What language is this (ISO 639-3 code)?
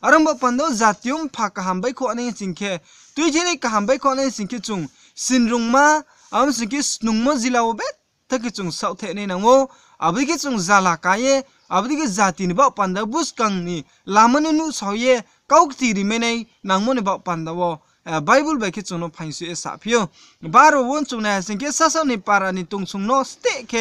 ria